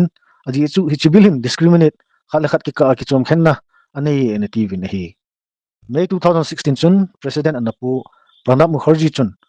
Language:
Thado Chin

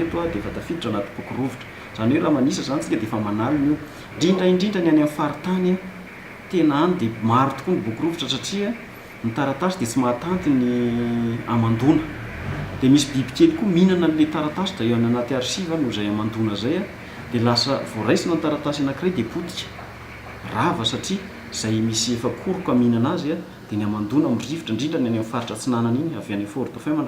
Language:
Malagasy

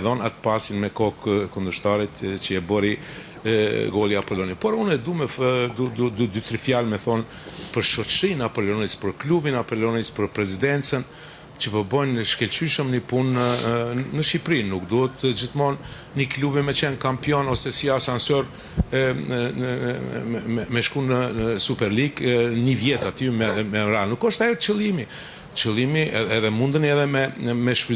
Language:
Albanian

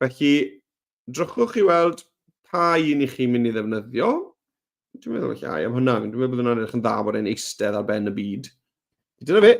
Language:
Welsh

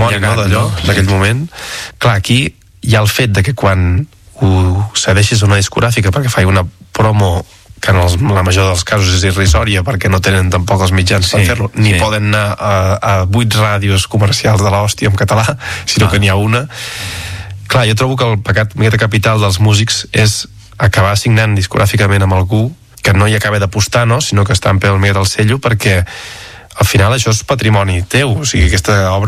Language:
Catalan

